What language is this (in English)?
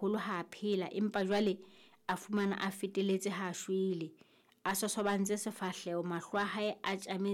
Southern Sotho